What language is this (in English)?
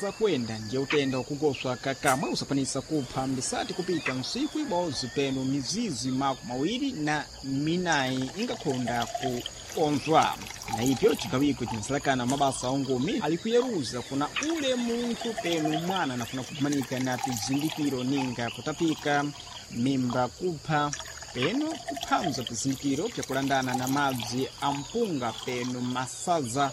Sena